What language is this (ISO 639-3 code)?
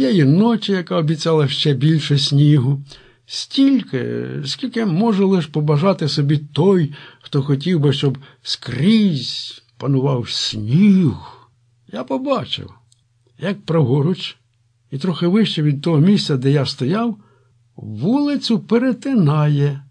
ukr